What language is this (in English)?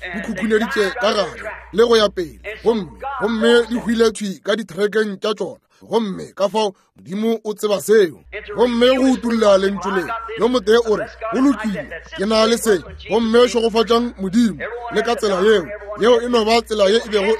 Northern Sotho